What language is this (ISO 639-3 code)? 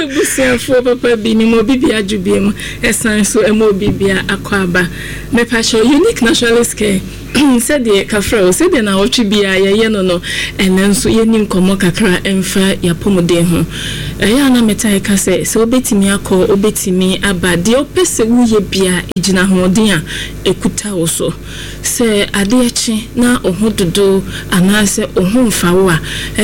aka